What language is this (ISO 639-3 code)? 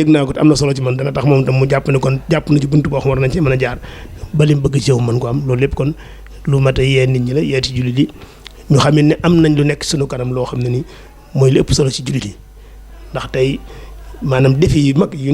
wol